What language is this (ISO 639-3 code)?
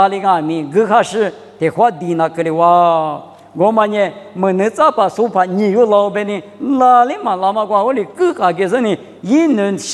lis